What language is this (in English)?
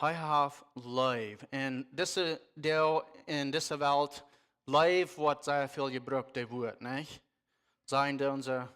Plautdietsch